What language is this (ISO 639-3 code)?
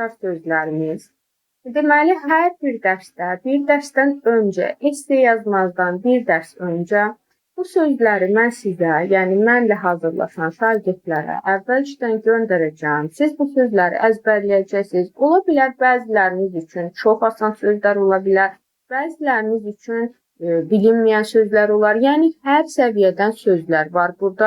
aze